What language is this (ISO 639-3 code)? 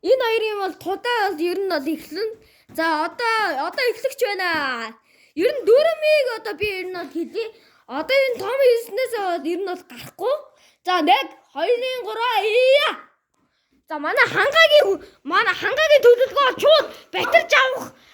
mon